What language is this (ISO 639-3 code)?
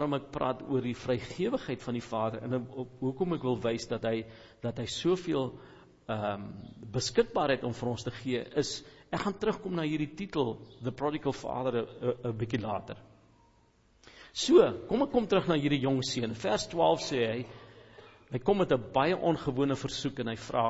afr